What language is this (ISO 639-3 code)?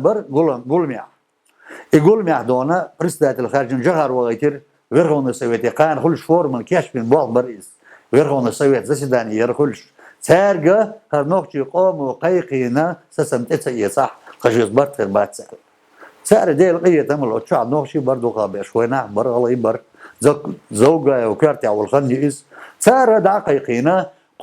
che